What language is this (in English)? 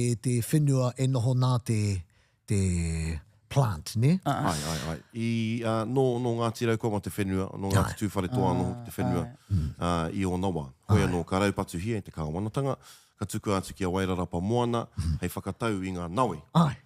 Māori